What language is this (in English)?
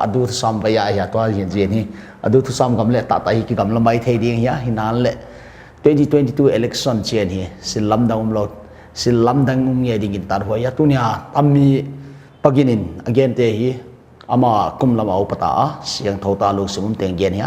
Paite Chin